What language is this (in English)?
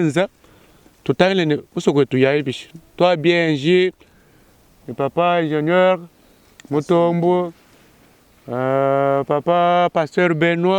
Luba-Lulua